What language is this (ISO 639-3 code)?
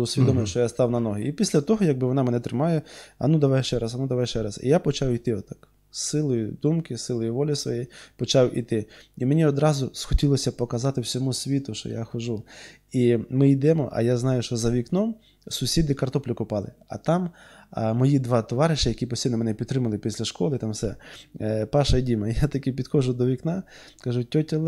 ukr